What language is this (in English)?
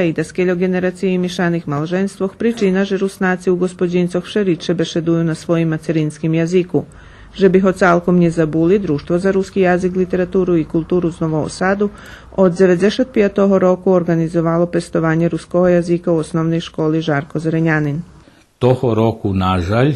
Rusyn